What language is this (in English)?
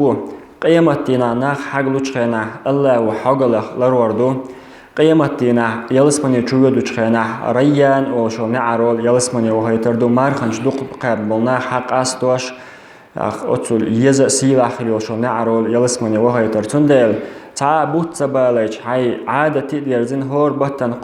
Chechen